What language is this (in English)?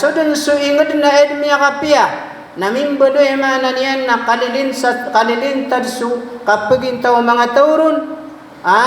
Maranao